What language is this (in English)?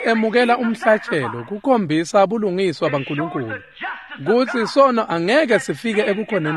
Swati